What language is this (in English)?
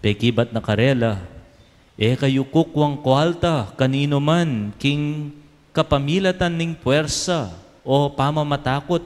Pampanga